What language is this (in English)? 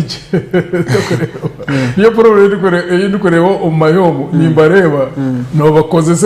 Nyankole